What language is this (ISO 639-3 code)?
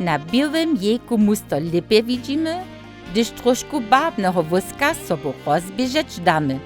hsb